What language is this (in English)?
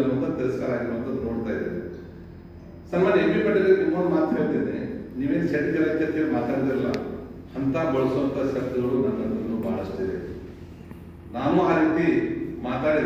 Kannada